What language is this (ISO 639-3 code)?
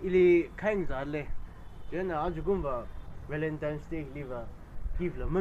nmf